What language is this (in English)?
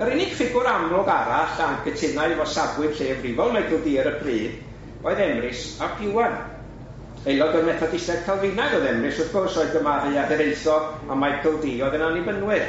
Welsh